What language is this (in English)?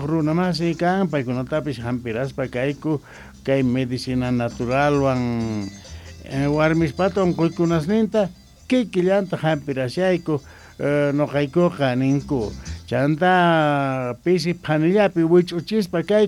South Bolivian Quechua